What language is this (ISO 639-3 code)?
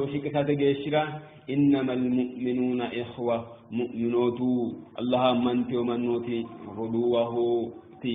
sid